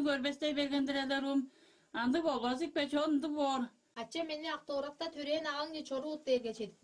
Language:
Tuvinian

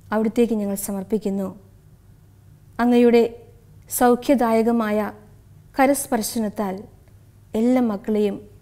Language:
Malayalam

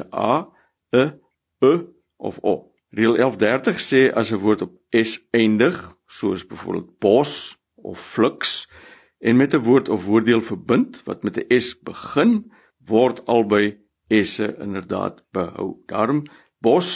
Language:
Afrikaans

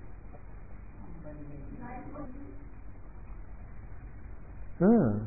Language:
Telugu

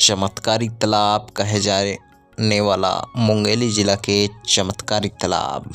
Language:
Chhattisgarhi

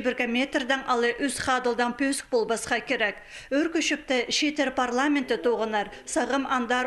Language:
Khakas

